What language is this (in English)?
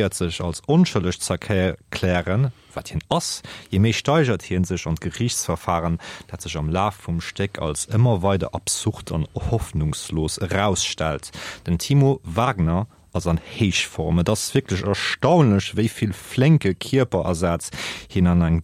Luxembourgish